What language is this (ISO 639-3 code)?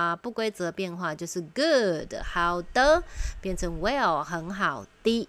zho